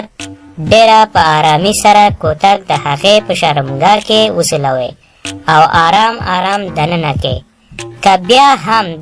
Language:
Pashto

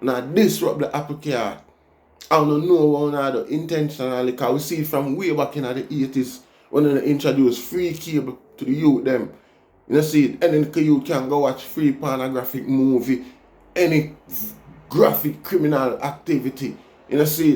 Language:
Jamaican Creole English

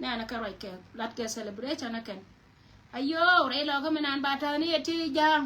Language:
Nuer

